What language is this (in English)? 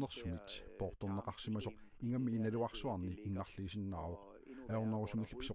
Kalaallisut